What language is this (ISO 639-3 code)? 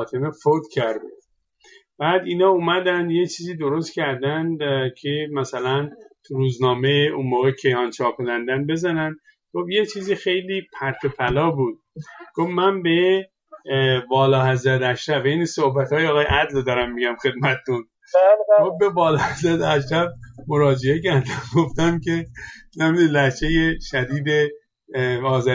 fas